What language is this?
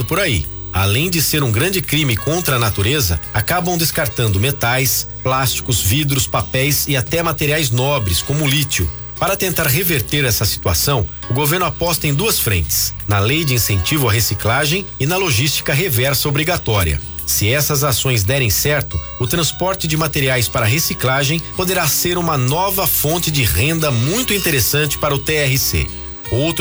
Portuguese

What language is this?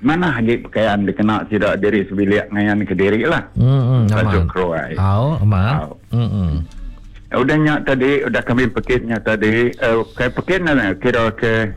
Iban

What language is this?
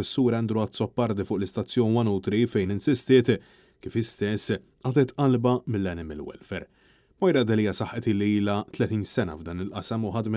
Maltese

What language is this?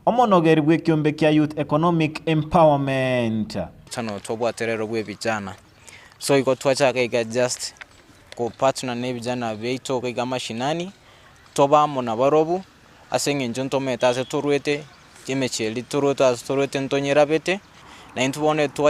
Gusii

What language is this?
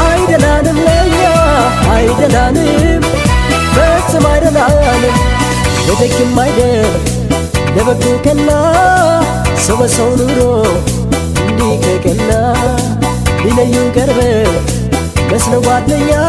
Adamawa Fulfulde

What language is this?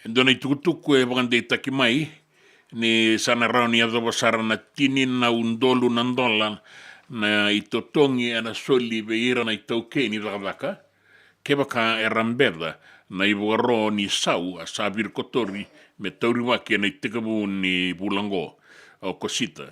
Fijian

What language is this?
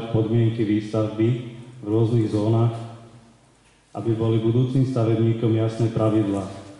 Slovak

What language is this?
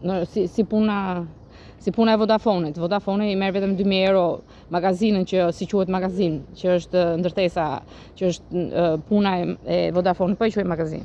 Albanian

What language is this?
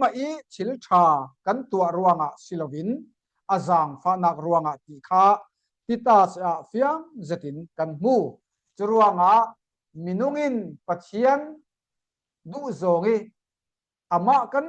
Falam Chin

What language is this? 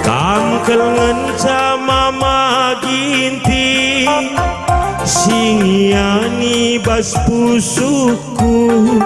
Batak Karo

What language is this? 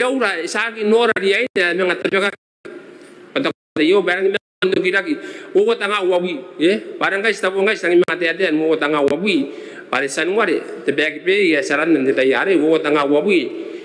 Gilbertese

